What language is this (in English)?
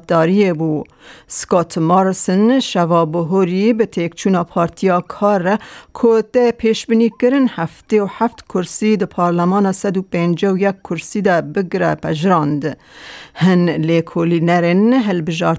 Kurdish